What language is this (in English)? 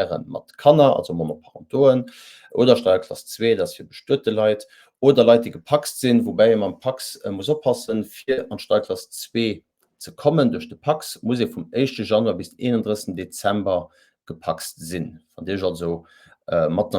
Luxembourgish